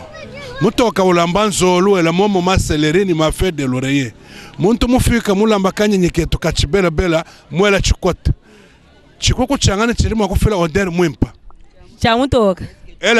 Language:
Luba-Lulua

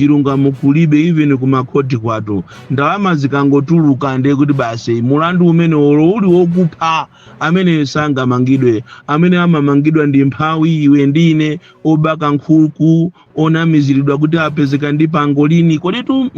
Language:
Nyanja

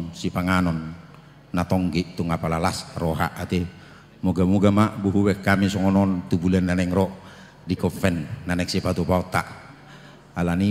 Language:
Batak Toba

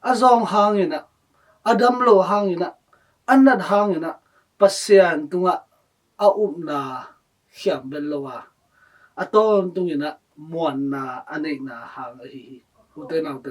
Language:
Tedim Chin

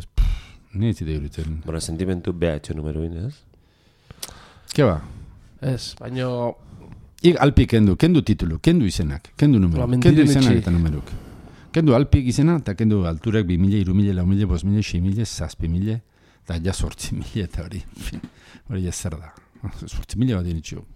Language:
Basque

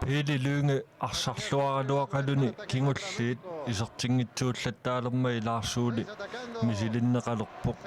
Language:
Kalaallisut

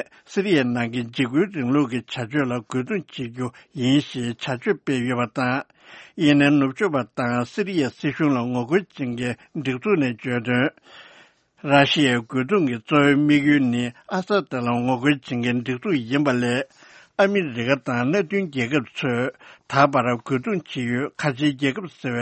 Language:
Tibetan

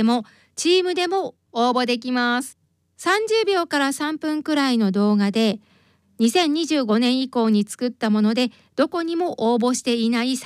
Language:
Japanese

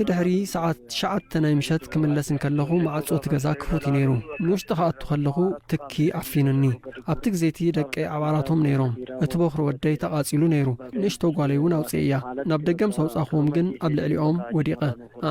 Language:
Tigrinya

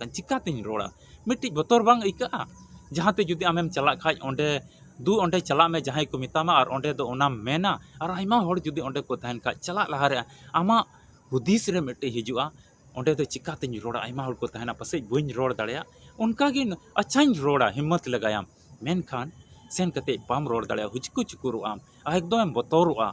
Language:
Santali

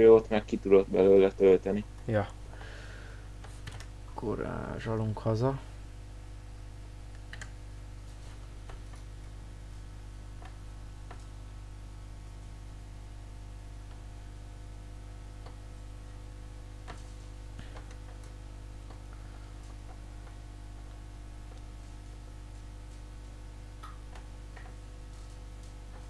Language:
Hungarian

